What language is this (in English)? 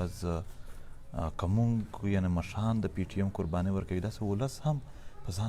Pashto